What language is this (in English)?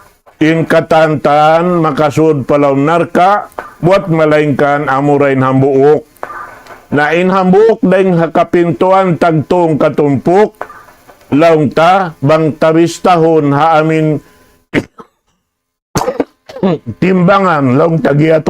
Tausug